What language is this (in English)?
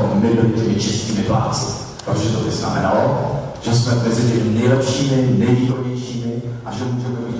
Czech